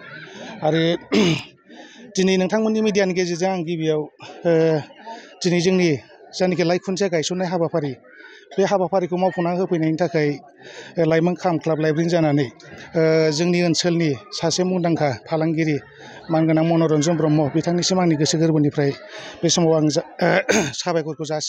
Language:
Bodo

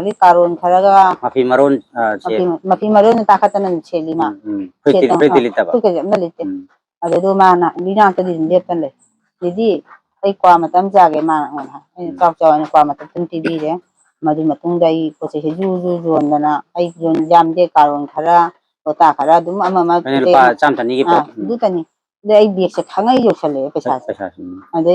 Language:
Manipuri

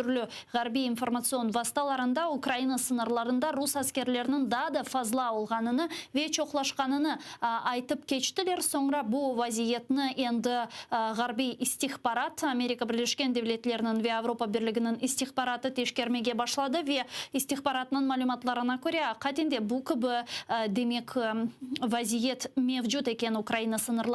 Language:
Crimean Tatar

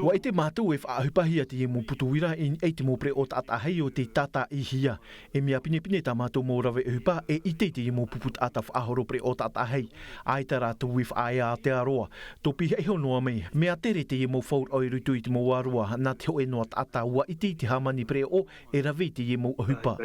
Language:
Tahitian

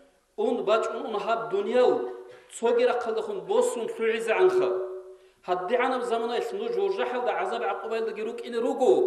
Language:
Avaric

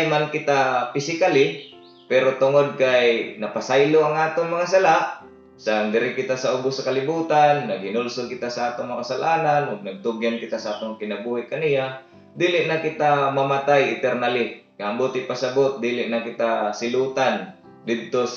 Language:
Cebuano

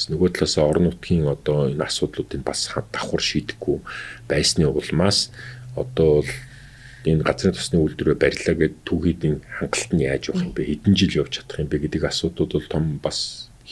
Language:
Mongolian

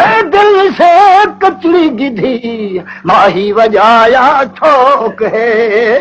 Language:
Saraiki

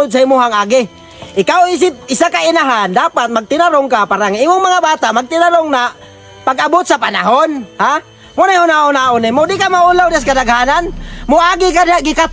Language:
Cebuano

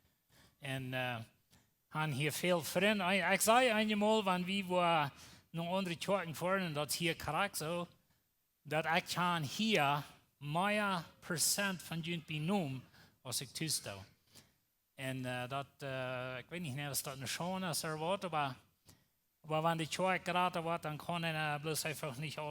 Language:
Plautdietsch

